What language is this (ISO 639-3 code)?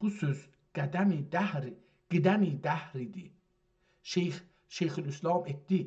azb